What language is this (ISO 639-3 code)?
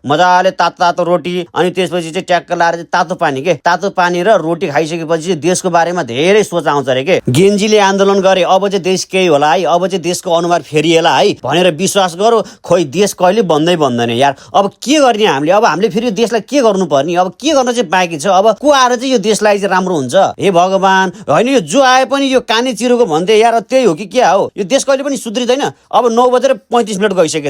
nep